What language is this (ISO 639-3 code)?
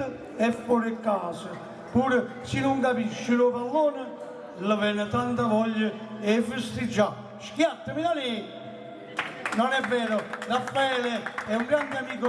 nap